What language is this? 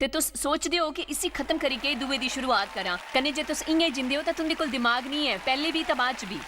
Dogri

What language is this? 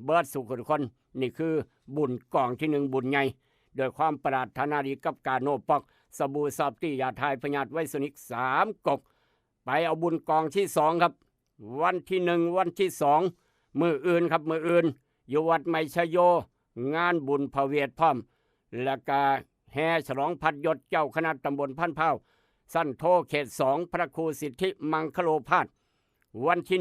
Northeastern Thai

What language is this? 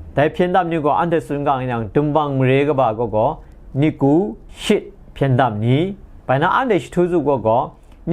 Kachin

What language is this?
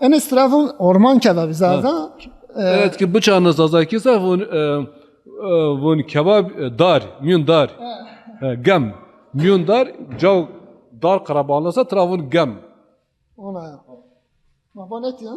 Zaza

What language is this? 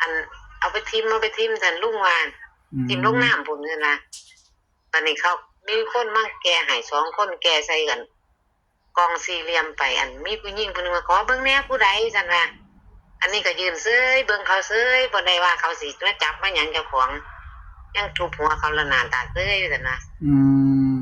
Northeastern Thai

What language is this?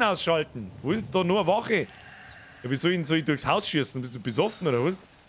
Bavarian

